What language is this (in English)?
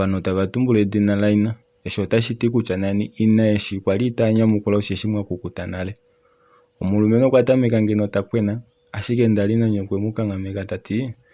Kuanyama